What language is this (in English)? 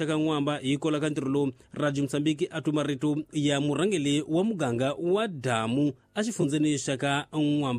Tsonga